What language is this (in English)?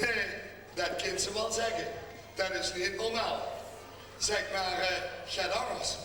Limburgish